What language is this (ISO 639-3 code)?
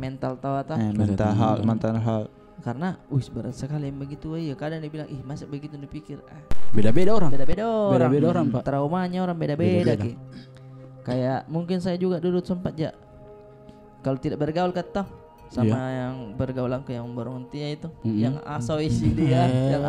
mfp